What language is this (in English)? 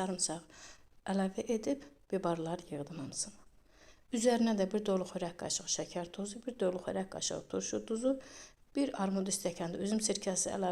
Azerbaijani